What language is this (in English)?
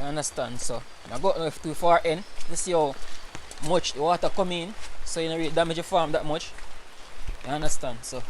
Jamaican Creole English